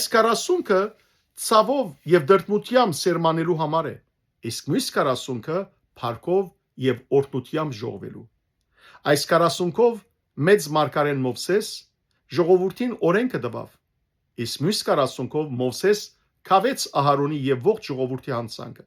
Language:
Western Armenian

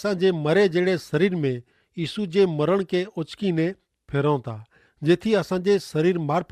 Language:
Kachhi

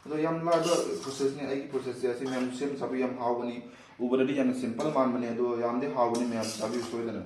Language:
Manipuri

